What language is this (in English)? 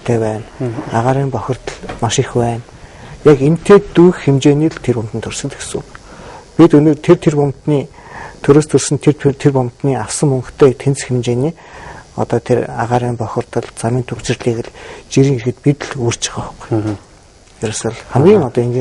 Mongolian